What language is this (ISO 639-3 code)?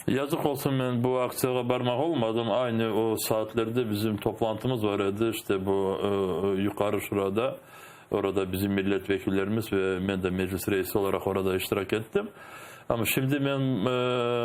crh